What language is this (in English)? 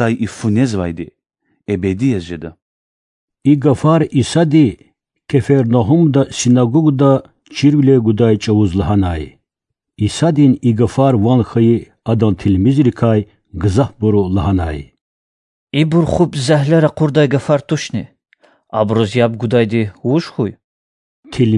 Lezghian